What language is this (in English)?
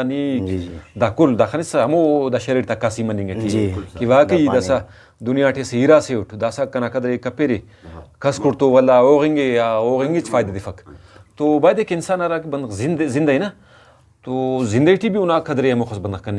Brahui